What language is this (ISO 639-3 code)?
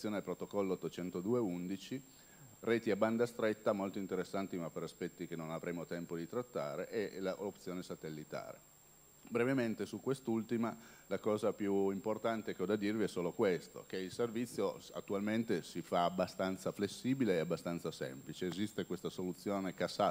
ita